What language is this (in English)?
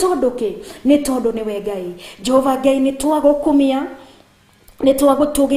Kikuyu